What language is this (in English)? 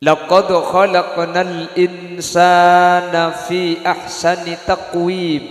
Madurese